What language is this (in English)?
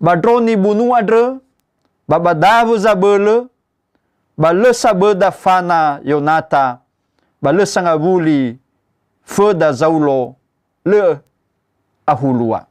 Nias